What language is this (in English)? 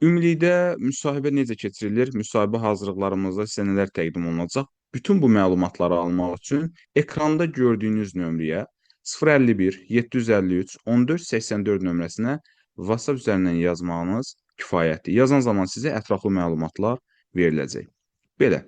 Azerbaijani